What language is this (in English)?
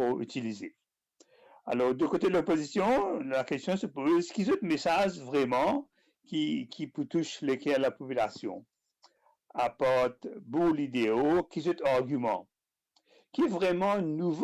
Morisyen